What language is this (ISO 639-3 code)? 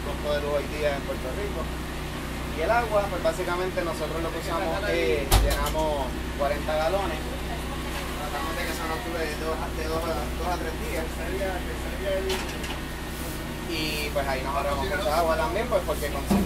spa